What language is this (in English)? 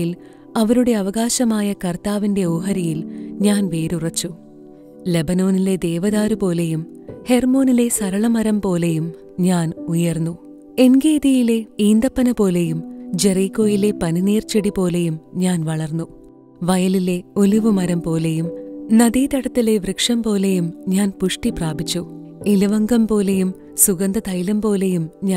Malayalam